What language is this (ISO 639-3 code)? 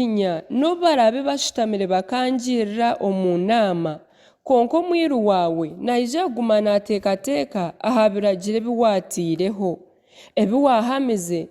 nyn